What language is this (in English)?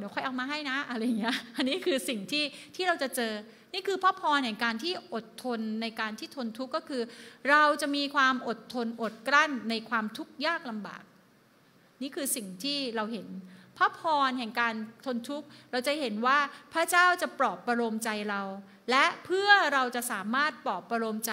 Thai